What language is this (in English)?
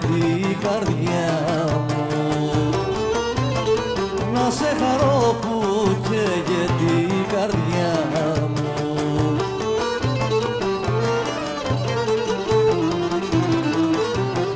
Greek